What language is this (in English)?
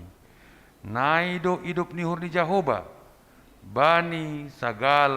Batak Simalungun